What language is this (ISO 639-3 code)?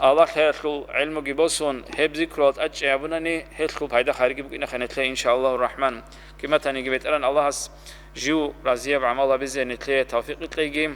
ava